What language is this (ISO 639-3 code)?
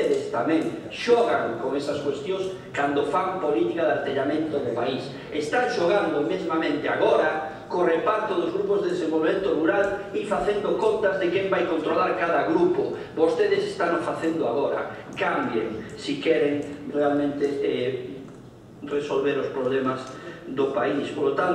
glg